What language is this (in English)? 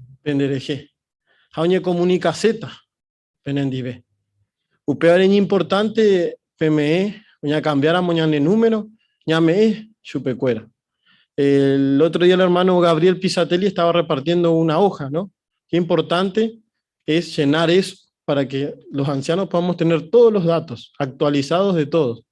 Guarani